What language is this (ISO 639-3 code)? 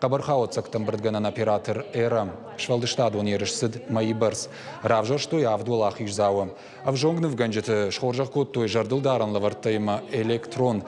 oss